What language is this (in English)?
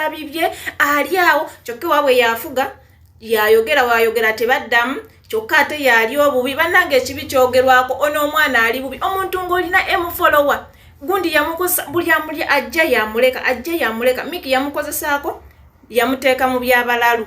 Ganda